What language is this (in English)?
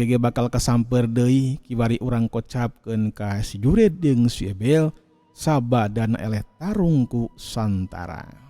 Sundanese